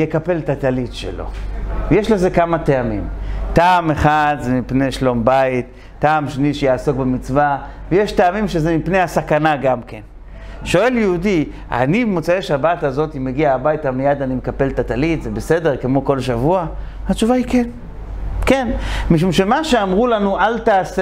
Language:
Hebrew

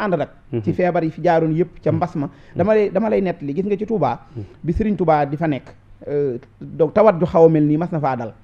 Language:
Wolof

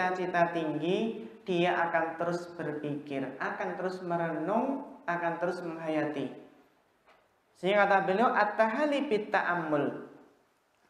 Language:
Indonesian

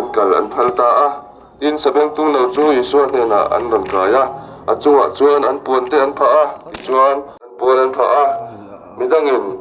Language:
Mizo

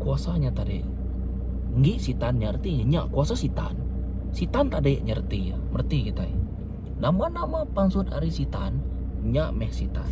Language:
Iban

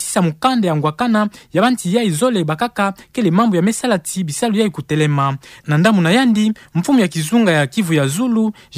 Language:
Kituba (Democratic Republic of Congo)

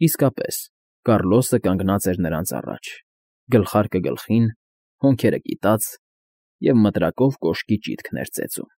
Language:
Armenian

